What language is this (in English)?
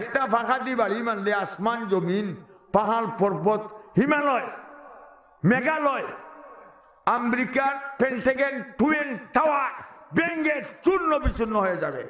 Sylheti